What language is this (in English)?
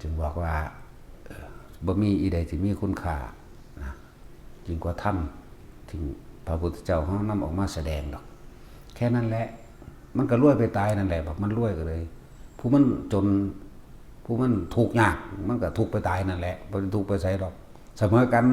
Lao